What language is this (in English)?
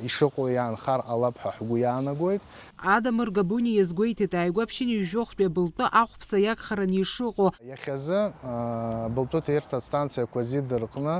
Abkhazian